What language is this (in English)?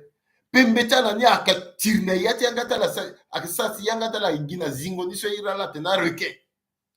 Sango